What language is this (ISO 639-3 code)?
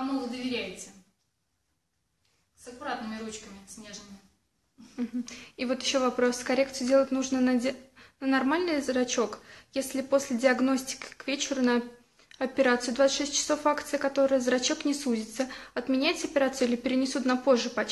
rus